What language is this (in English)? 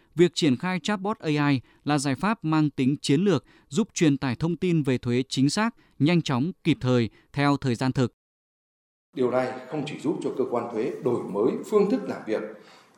Vietnamese